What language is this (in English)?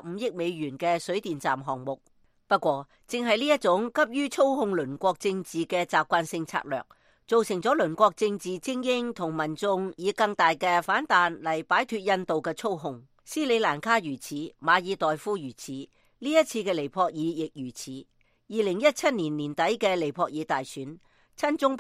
Cantonese